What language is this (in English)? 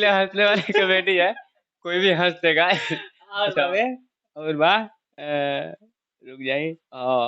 Bhojpuri